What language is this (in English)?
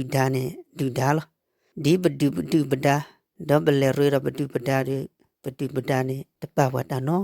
S'gaw Karen